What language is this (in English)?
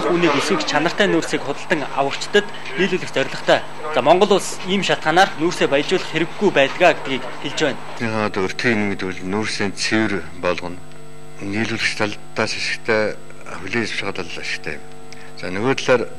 Mongolian